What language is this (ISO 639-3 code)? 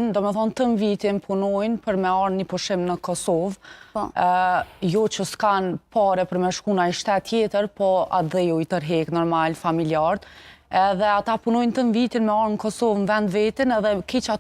sqi